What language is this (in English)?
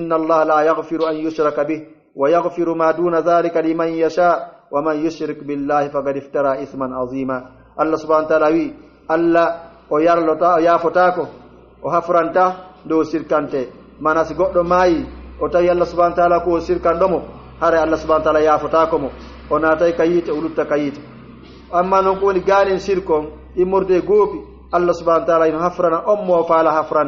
Pular